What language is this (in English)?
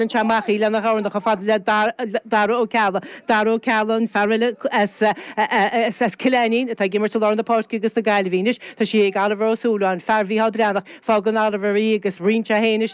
Irish